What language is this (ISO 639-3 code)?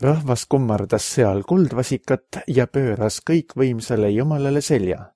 est